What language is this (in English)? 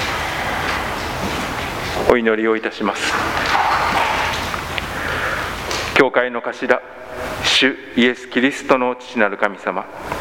Japanese